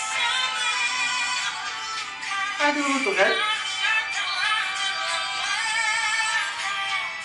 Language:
Indonesian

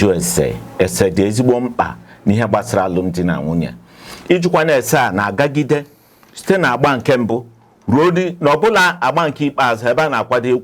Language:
Igbo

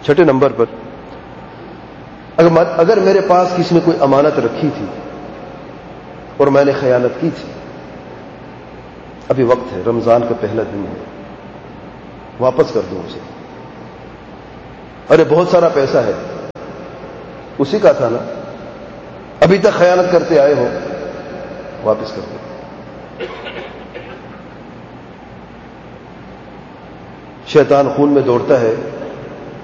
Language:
Urdu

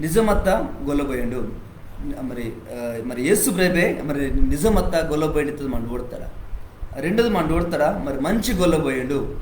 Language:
Koya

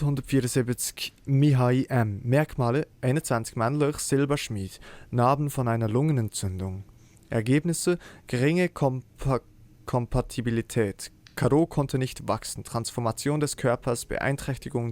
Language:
Swiss German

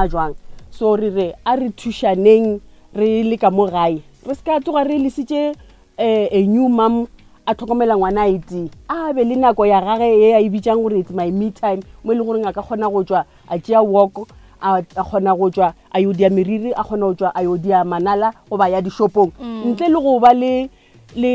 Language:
Northern Sotho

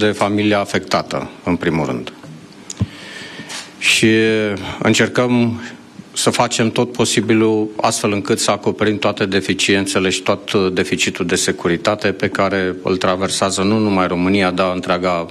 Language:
Romanian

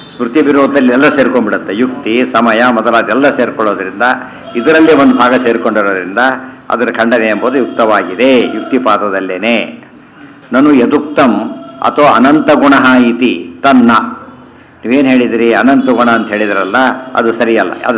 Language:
Kannada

